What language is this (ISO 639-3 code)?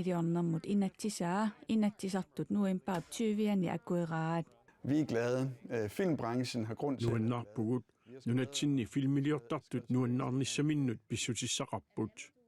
kal